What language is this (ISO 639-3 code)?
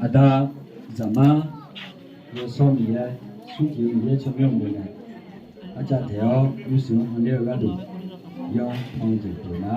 ahk